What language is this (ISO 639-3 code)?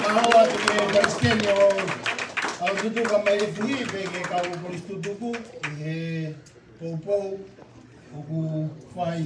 ton